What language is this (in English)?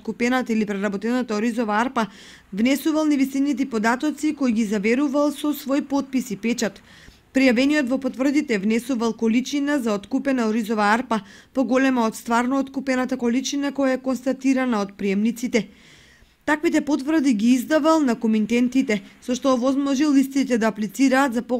Macedonian